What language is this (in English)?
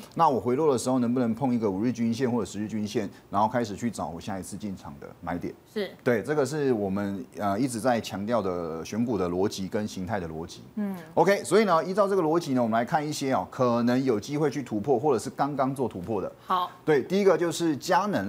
Chinese